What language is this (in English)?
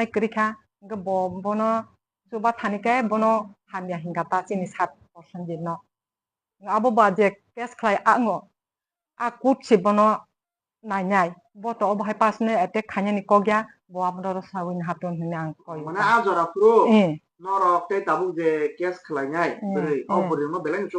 Kok Borok